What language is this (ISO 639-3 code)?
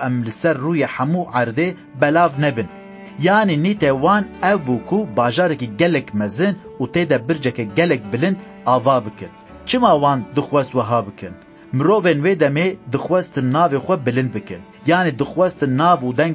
kur